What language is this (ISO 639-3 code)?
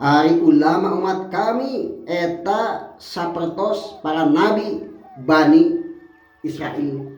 sun